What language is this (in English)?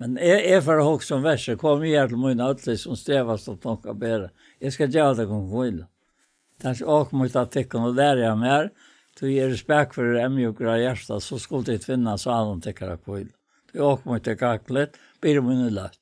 Faroese